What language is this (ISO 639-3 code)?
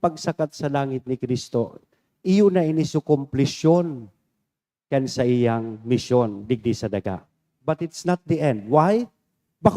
bik